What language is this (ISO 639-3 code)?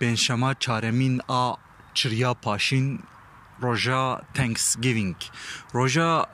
kur